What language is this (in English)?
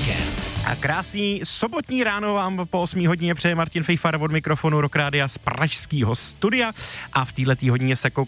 Czech